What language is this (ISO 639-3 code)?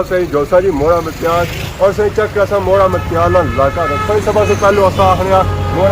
phr